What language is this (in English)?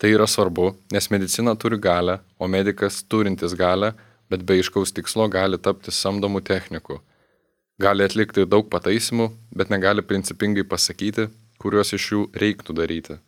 Lithuanian